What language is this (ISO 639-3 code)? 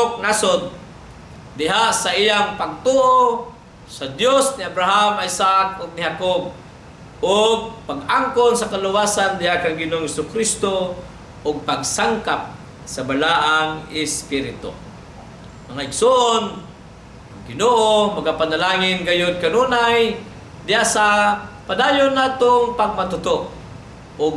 ceb